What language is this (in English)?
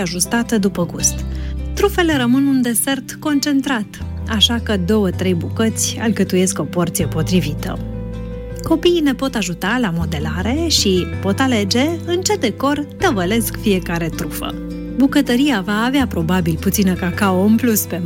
Romanian